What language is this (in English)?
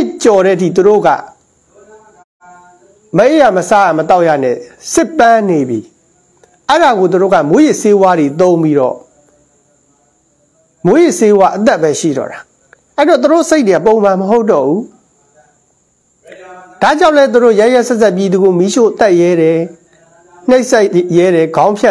Burmese